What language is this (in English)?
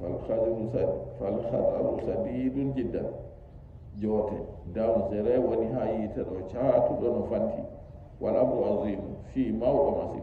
Nigerian Fulfulde